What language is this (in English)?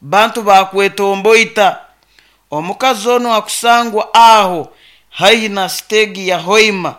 Nyoro